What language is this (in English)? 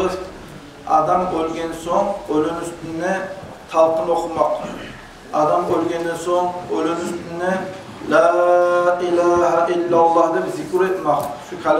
Kumyk